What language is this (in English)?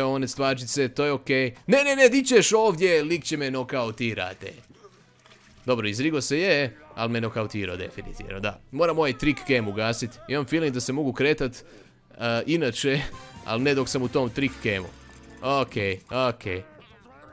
Croatian